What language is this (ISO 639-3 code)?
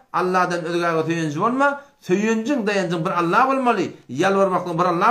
tuk